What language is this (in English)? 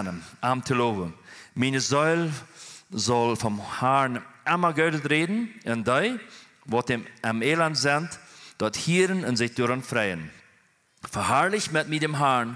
Plautdietsch